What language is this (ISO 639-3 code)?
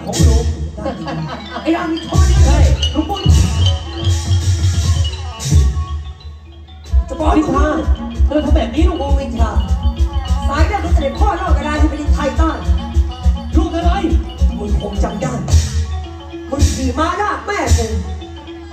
tha